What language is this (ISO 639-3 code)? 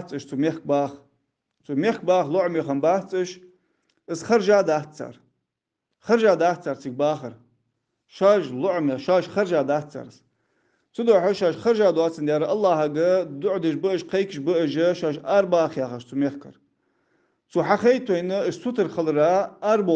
inh